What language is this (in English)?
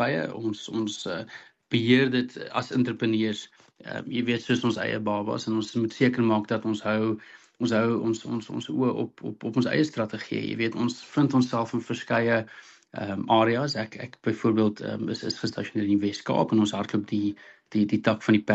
Afrikaans